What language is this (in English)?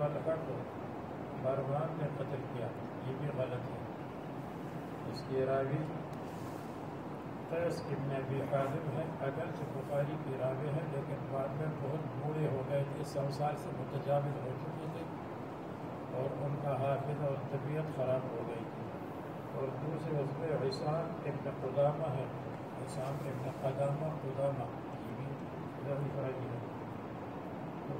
Urdu